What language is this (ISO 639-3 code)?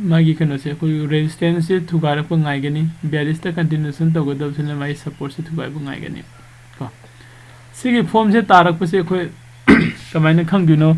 mni